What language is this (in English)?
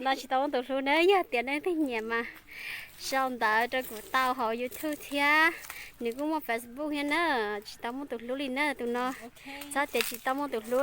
Hmong